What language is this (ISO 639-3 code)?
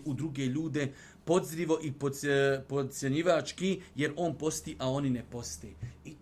bos